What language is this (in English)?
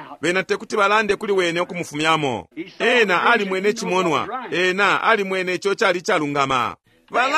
Bemba